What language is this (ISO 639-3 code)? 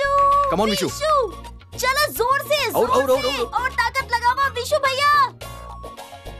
bho